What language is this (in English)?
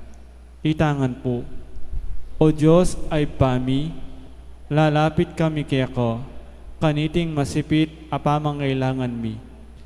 Pampanga